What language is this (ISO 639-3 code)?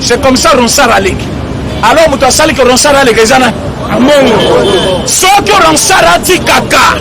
lin